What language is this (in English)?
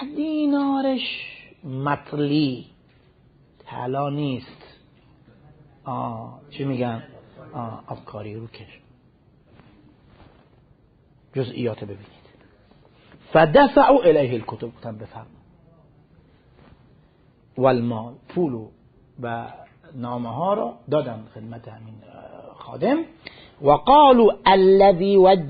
Persian